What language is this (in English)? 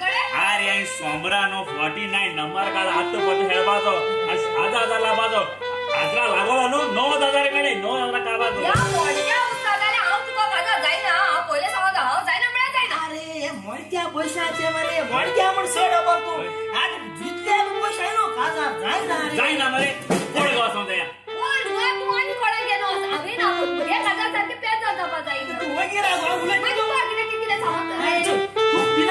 Konkani